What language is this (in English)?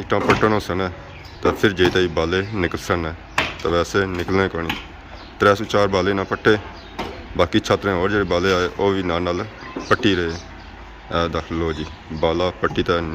Pahari-Potwari